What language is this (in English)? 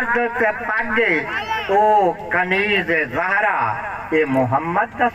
Saraiki